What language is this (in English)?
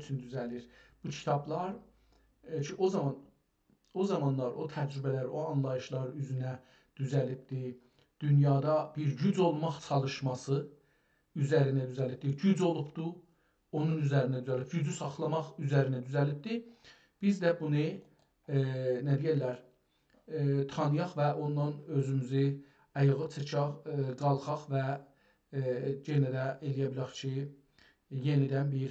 South Azerbaijani